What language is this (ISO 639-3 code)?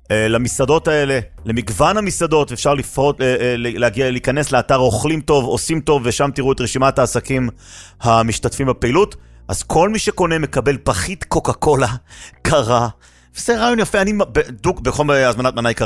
heb